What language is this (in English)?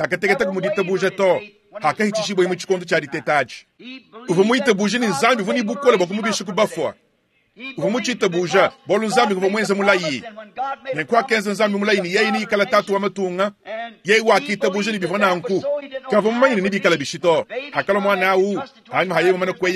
Luba-Lulua